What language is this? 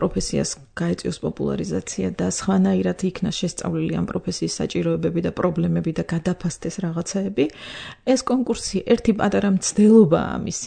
Georgian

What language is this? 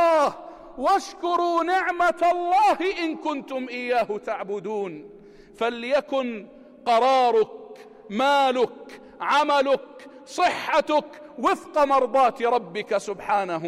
North Levantine Arabic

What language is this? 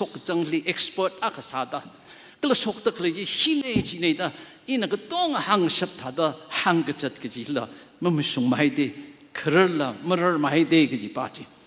Tangkhul Naga (India)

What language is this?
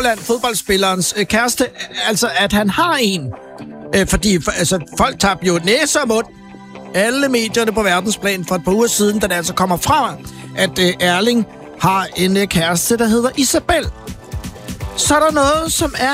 Danish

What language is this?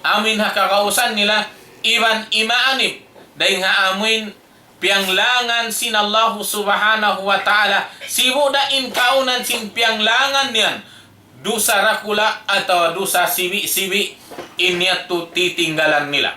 Tausug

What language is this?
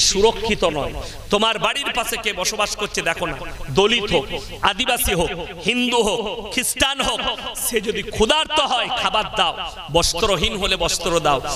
Bangla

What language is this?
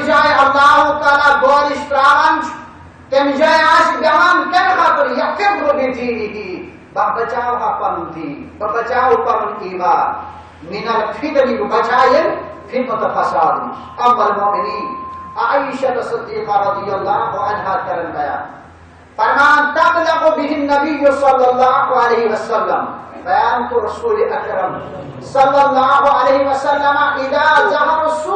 Kashmiri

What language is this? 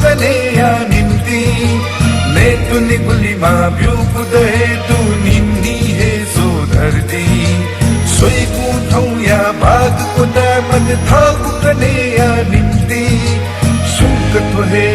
Newari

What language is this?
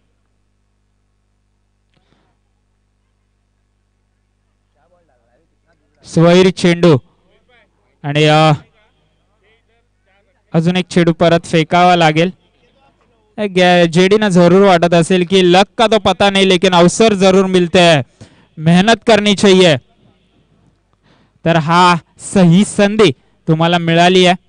Marathi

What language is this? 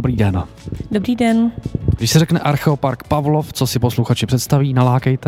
Czech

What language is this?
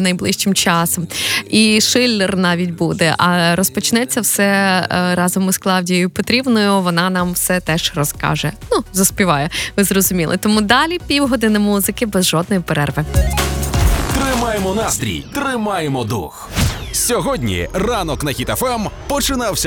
Ukrainian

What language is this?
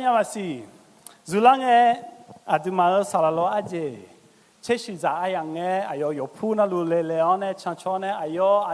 Akha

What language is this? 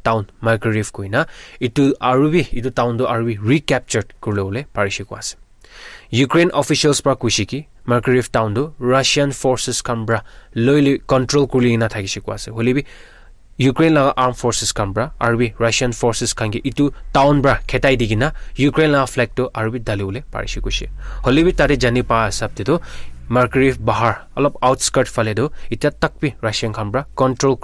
Naga Pidgin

